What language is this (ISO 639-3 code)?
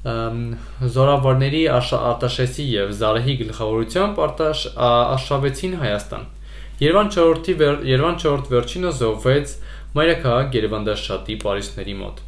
hye